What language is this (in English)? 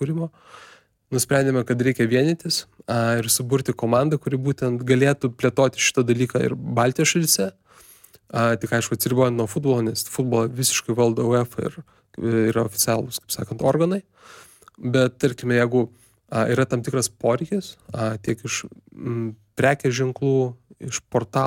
Lithuanian